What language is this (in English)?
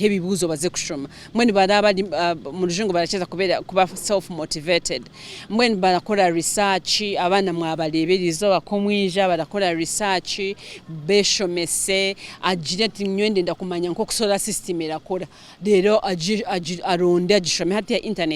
Nyankole